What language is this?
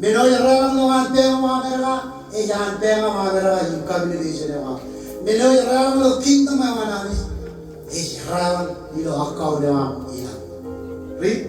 Marshallese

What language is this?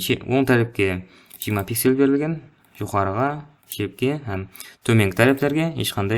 Kara-Kalpak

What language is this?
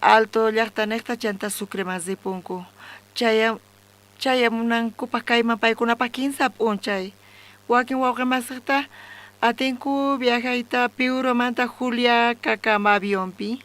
South Bolivian Quechua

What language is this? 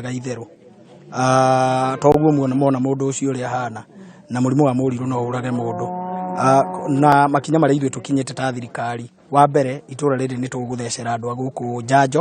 Kikuyu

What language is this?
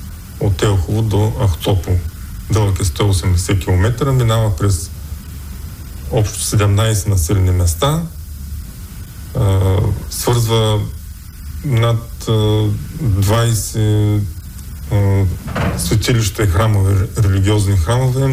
Bulgarian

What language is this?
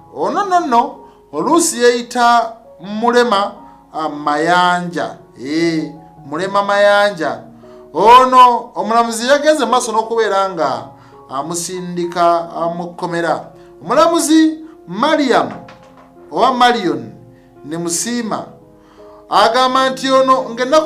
Ganda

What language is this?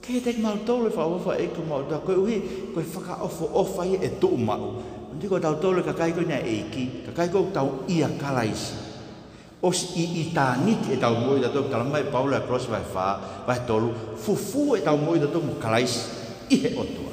Tongan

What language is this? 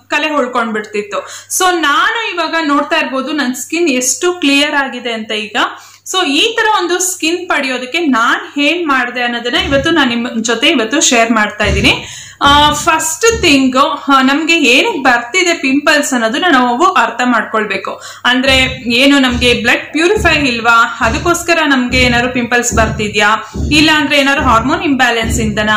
Kannada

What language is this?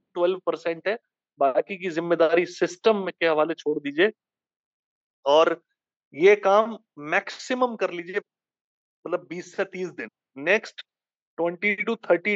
Hindi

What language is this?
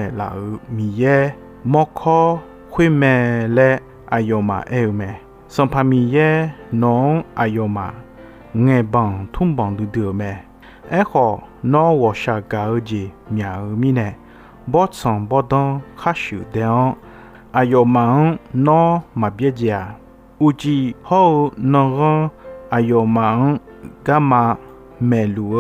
Akha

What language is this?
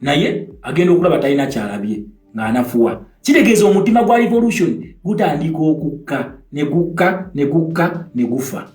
Ganda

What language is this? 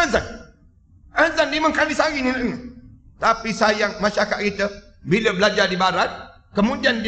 Malay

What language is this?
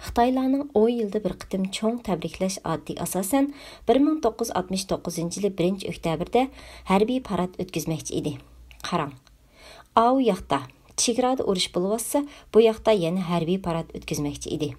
Uyghur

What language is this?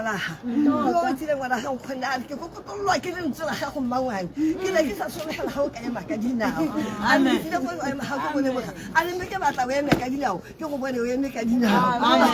Tswana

